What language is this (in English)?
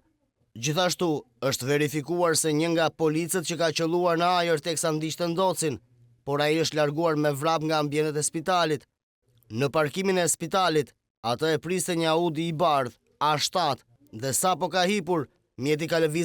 Albanian